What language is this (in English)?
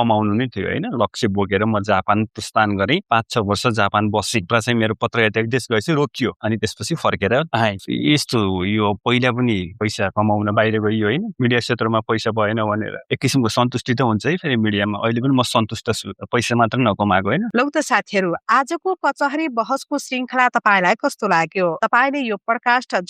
Nepali